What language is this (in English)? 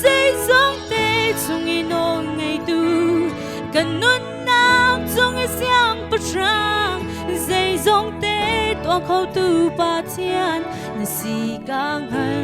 Hakha Chin